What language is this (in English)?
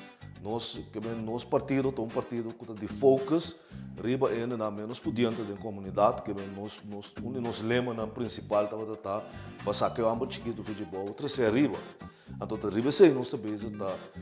Papiamento